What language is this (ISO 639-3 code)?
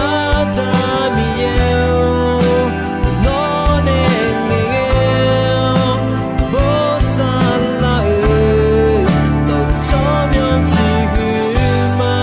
ahk